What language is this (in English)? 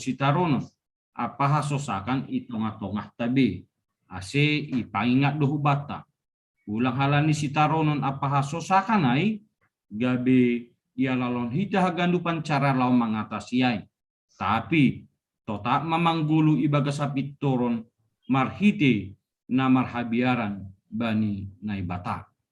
Batak Simalungun